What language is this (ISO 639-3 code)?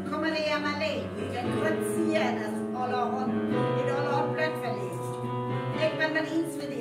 frr